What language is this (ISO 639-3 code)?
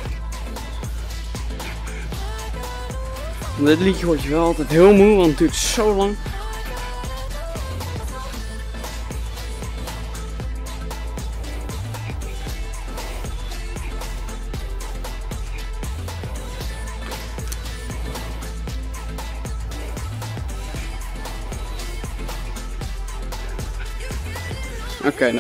nld